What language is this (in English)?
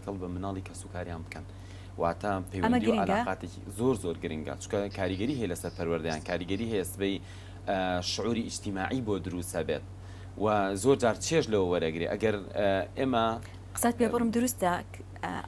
Central Kurdish